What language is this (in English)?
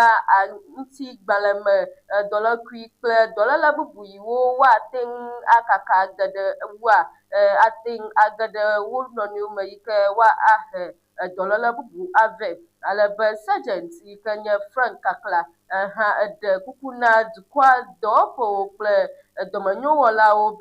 Ewe